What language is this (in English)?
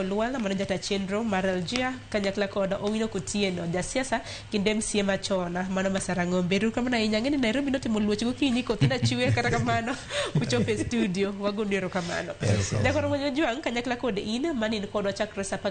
Luo (Kenya and Tanzania)